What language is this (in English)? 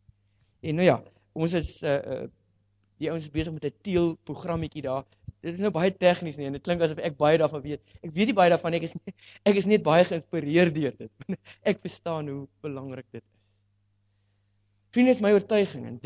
Afrikaans